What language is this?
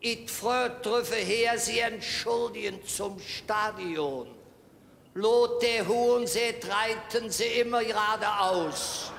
Colognian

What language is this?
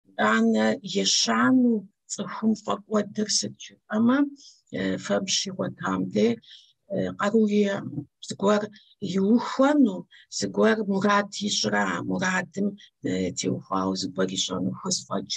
Kabardian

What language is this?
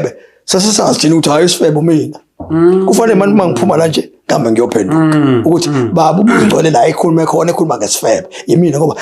Zulu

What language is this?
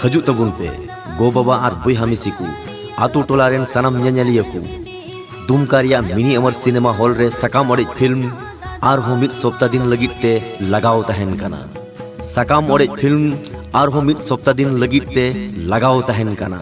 Santali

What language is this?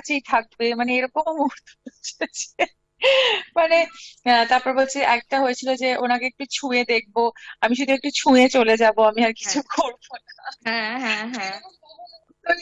Bangla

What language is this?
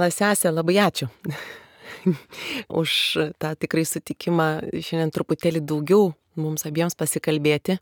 Lithuanian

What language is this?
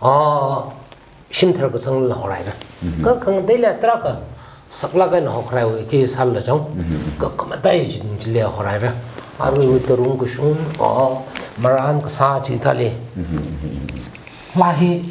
Tangkhul Naga (India)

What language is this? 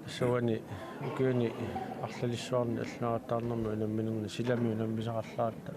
Kalaallisut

